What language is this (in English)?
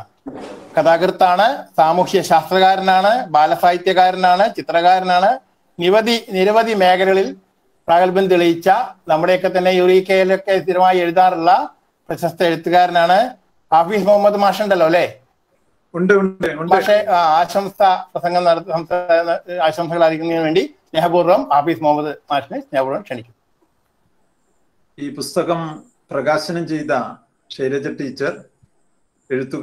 Malayalam